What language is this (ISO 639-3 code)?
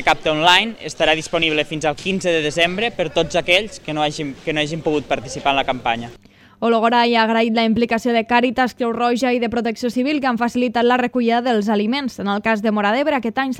cat